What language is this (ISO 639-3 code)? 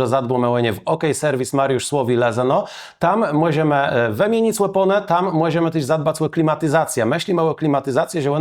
csb